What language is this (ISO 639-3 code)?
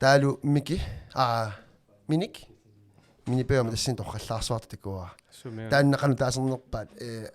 kal